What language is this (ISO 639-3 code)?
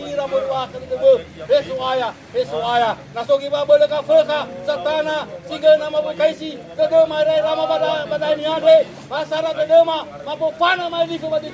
nia